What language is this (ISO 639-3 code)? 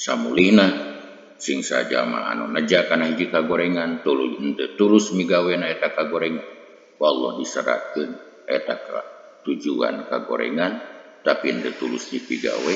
sun